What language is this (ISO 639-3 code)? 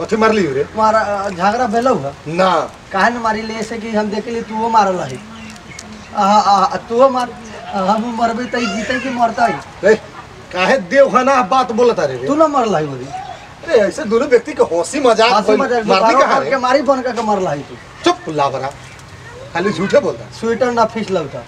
bho